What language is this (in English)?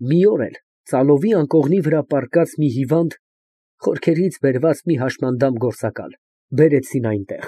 Armenian